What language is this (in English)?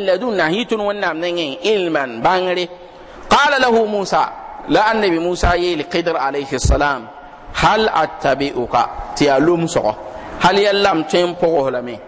Mossi